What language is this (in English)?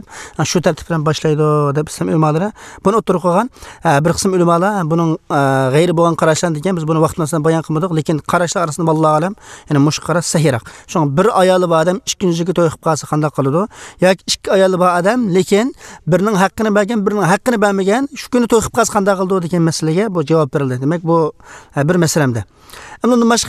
Uyghur